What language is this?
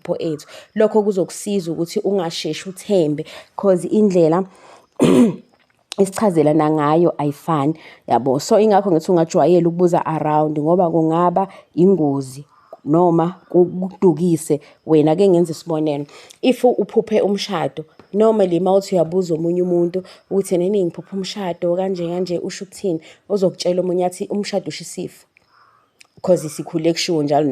Zulu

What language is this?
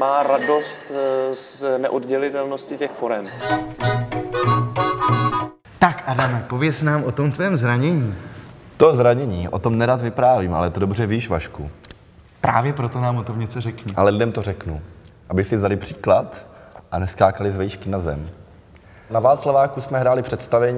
Czech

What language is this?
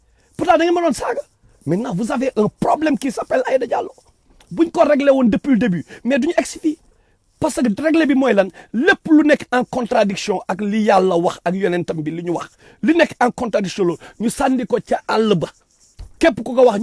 Wolof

